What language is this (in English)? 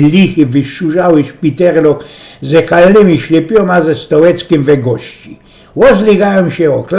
Silesian